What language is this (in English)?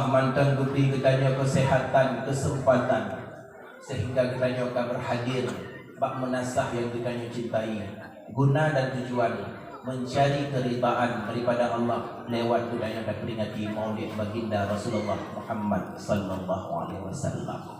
Achinese